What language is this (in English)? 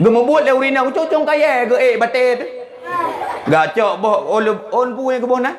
Achinese